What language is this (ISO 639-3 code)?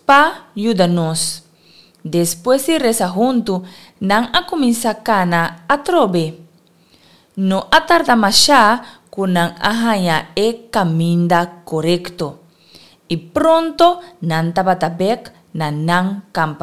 pap